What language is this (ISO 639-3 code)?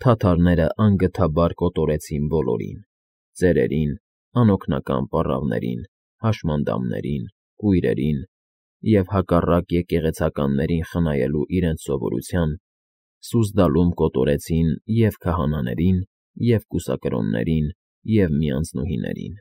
hye